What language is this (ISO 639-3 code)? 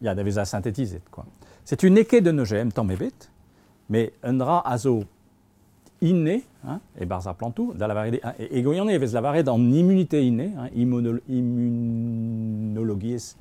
bre